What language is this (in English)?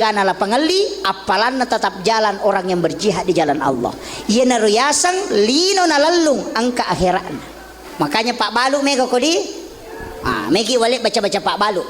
Buginese